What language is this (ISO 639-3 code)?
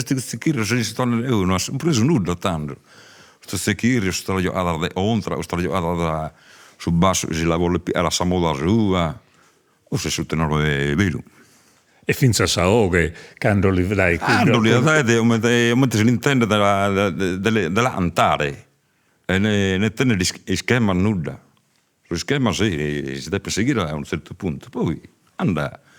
srd